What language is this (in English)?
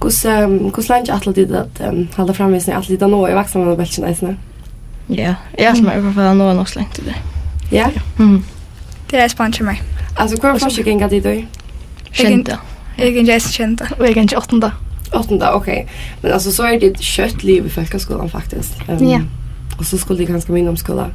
Faroese